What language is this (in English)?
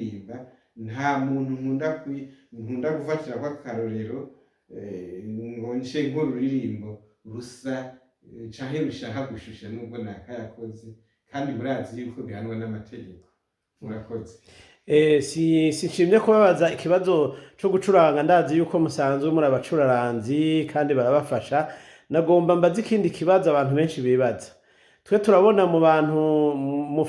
Rundi